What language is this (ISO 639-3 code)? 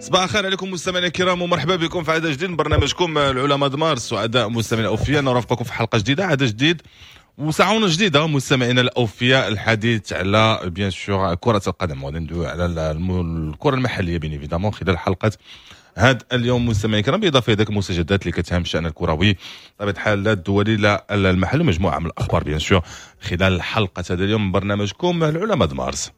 ary